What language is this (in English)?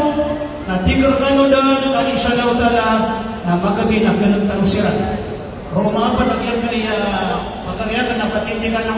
Maranao